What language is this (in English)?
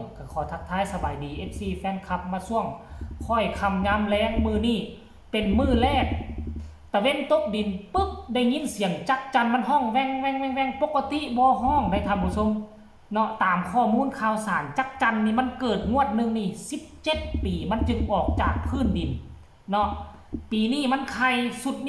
Lao